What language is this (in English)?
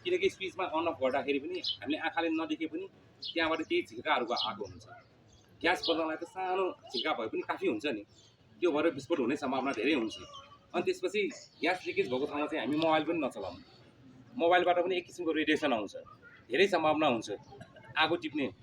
Nepali